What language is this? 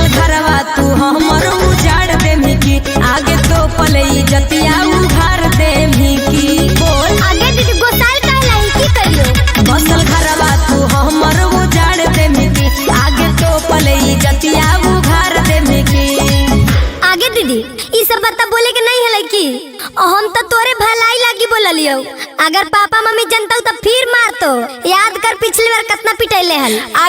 Magahi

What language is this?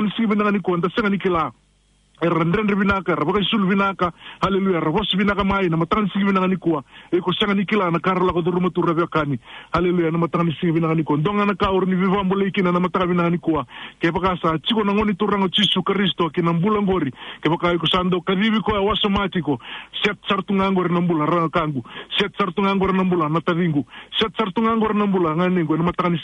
Fijian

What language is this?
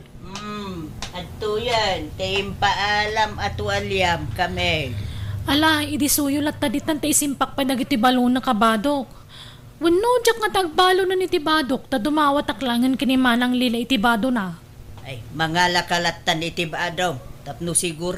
Iloko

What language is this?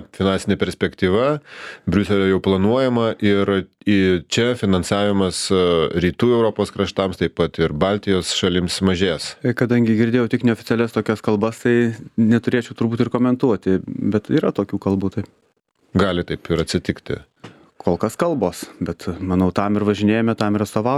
Lithuanian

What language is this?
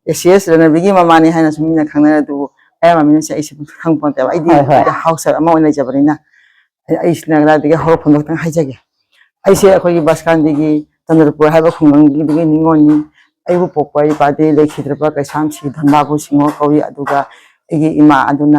Manipuri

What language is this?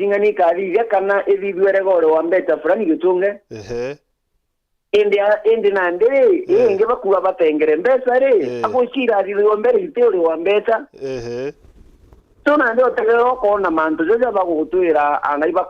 Meru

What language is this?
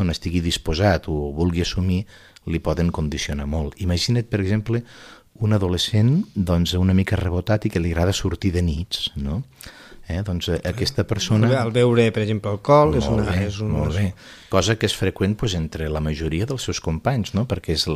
Catalan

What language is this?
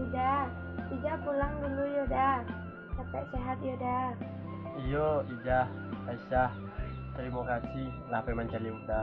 Minangkabau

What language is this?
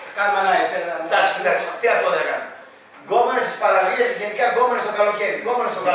Greek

